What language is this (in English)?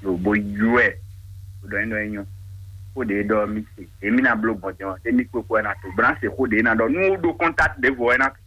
Fon